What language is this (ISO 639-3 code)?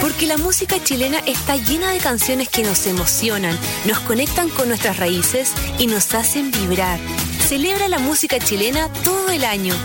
spa